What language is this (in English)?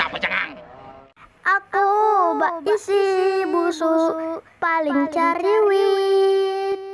Banjar